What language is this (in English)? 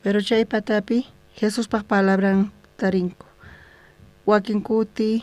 South Bolivian Quechua